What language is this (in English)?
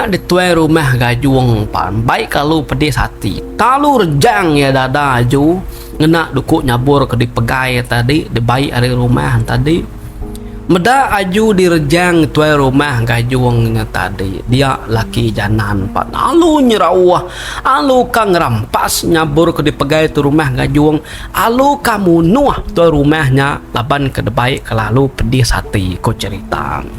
Iban